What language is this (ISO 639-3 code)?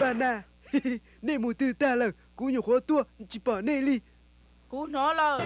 hmn